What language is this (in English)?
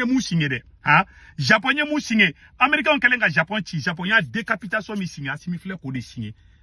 Bambara